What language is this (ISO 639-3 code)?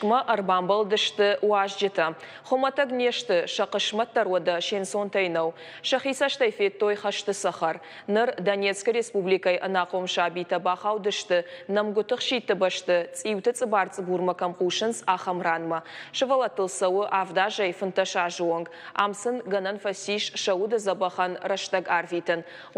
oss